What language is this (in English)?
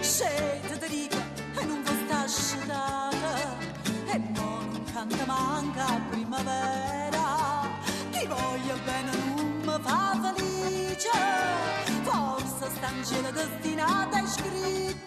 Neapolitan